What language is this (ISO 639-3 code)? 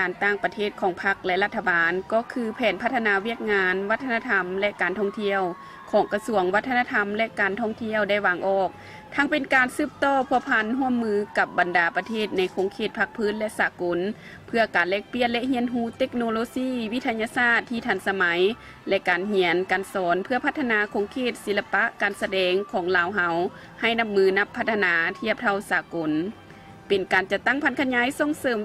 lao